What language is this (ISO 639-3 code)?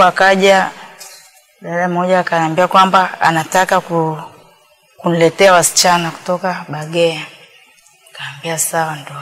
swa